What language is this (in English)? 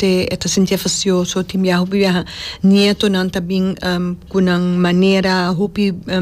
Papiamento